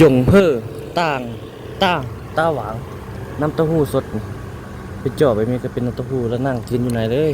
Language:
Lao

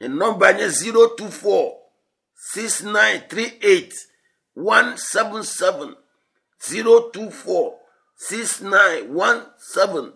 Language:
Ewe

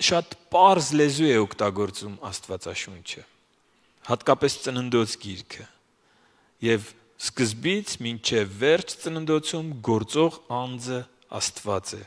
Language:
Armenian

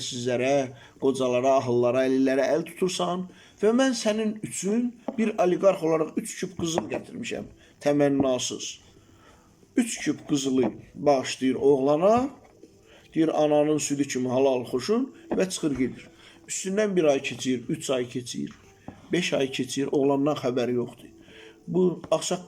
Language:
Azerbaijani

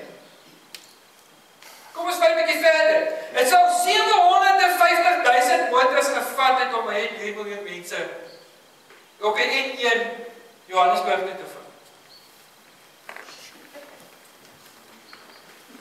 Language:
Afrikaans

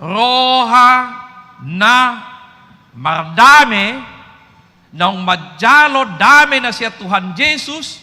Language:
Batak Toba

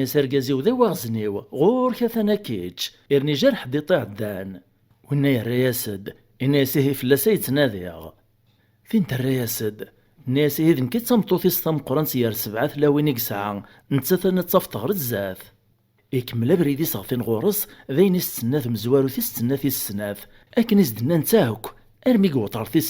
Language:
Kabyle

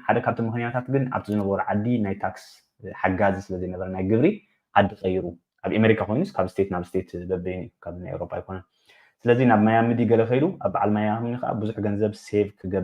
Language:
Tigrinya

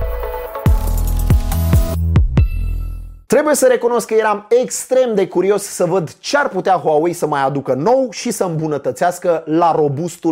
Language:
Romanian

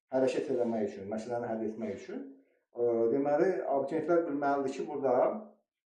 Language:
Azerbaijani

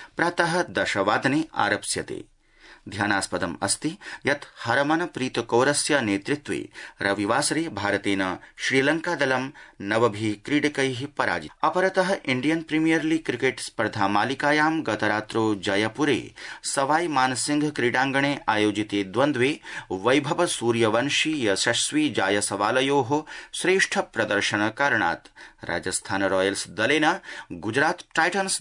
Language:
Sanskrit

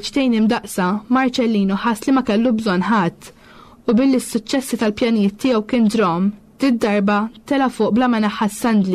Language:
Maltese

